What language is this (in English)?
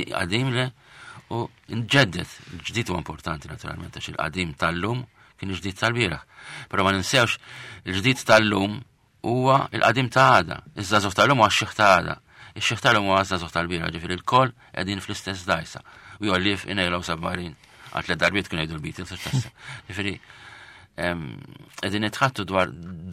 Maltese